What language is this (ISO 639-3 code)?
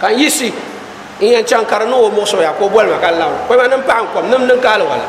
dag